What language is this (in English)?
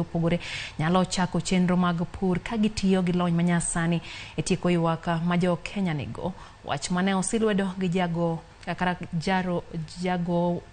Luo (Kenya and Tanzania)